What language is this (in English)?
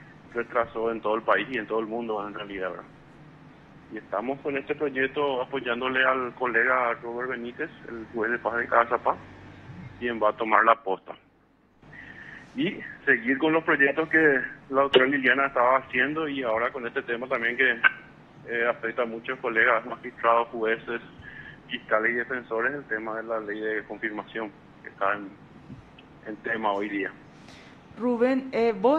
Spanish